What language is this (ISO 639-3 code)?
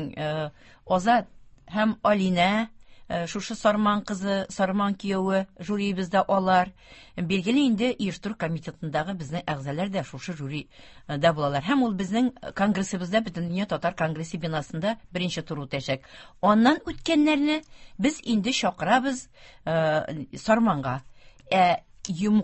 tat